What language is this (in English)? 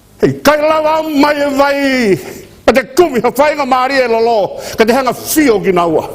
Tongan